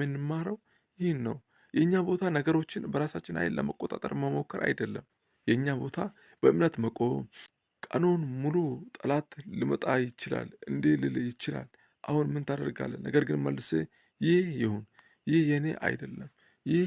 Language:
Amharic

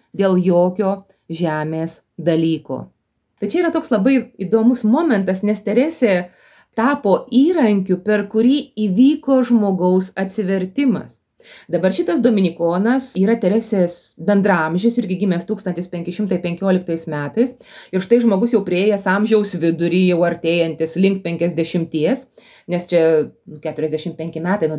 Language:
Lithuanian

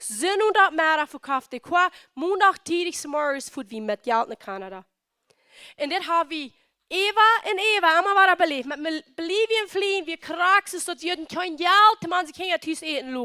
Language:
Plautdietsch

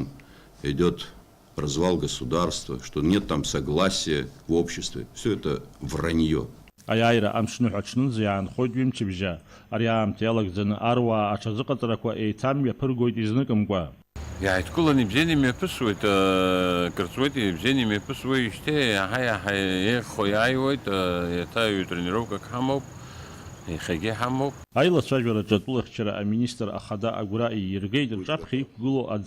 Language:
Abkhazian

